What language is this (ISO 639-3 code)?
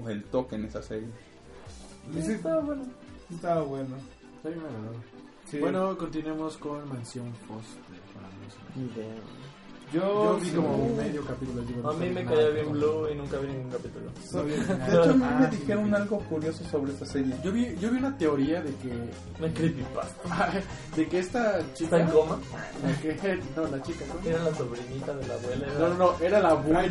spa